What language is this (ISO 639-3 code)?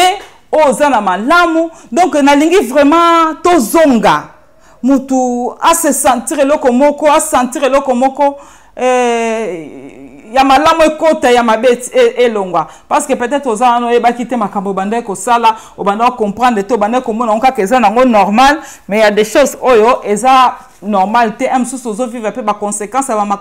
lin